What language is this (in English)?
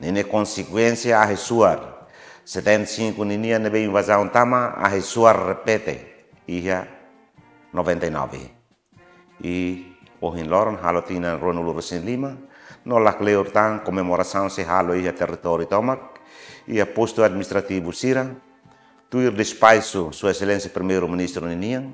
Tetum